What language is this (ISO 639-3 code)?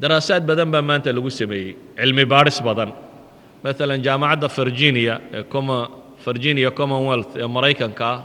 som